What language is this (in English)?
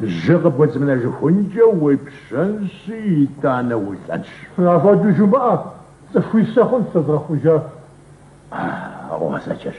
Kabardian